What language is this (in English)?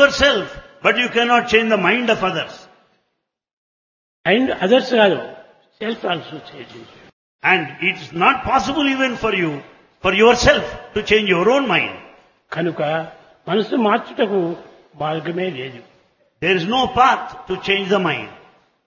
Telugu